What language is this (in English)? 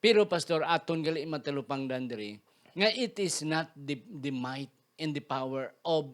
Hiligaynon